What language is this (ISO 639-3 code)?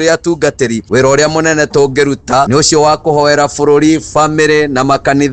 kik